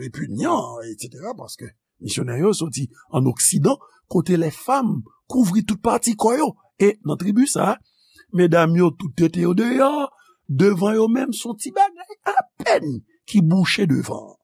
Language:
Haitian Creole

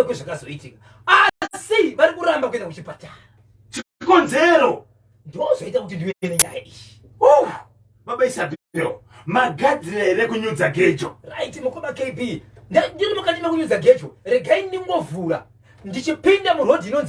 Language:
Shona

